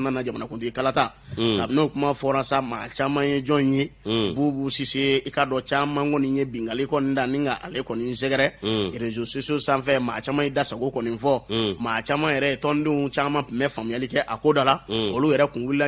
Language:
Bambara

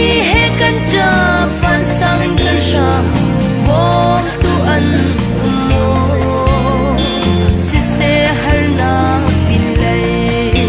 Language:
Hakha Chin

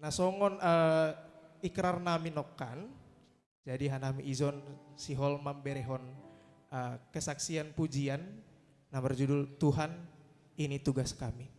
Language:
Batak Simalungun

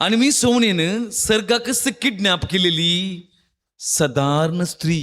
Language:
Konkani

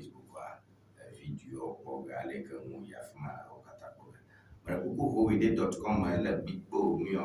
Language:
Ewe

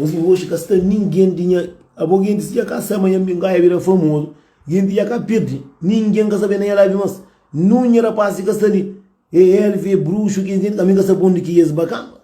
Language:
Kabuverdianu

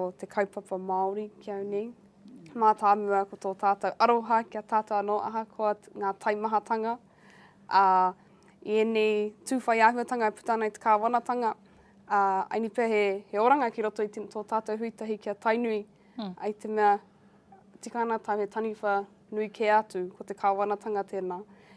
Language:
Māori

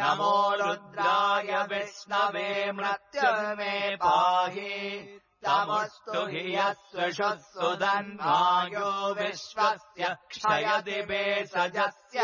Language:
Sanskrit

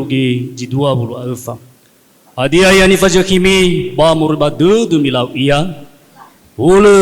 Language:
Nias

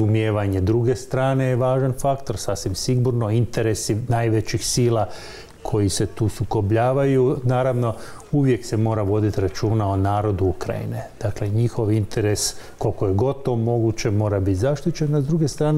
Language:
Croatian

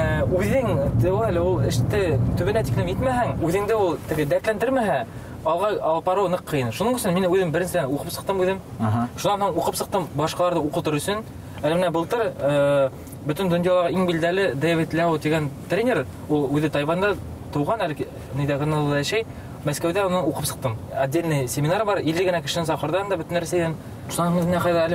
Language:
Bashkir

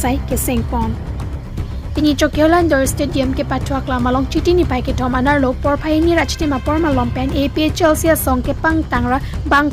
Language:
Karbi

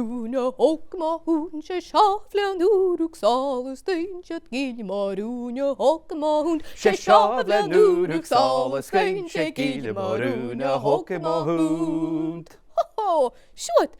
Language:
Scottish Gaelic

